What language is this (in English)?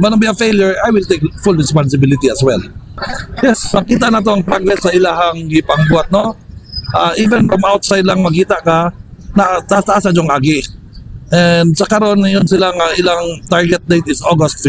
Cebuano